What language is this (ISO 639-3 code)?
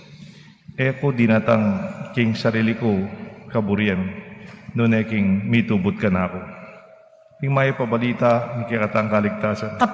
pam